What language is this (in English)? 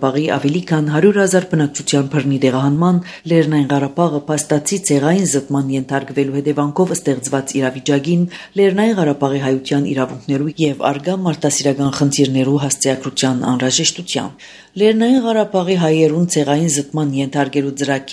Armenian